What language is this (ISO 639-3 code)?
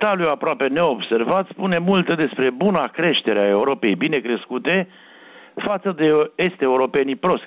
ron